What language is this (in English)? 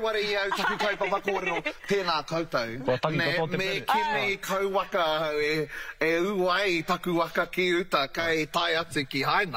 Māori